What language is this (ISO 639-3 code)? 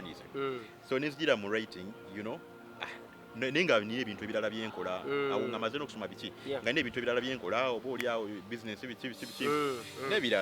lug